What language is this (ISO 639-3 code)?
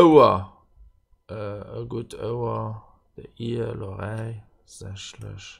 ltz